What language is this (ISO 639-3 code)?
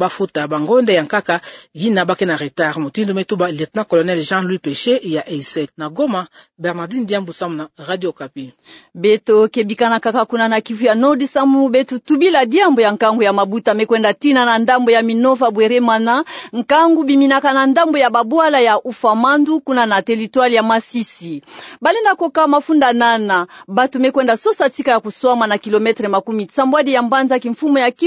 ktu